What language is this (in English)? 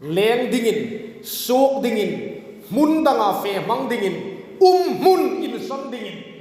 Hmar